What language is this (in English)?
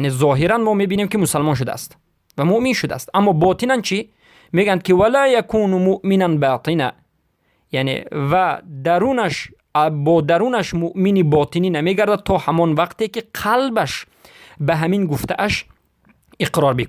Tajik